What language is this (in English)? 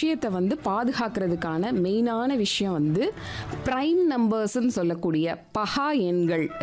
Tamil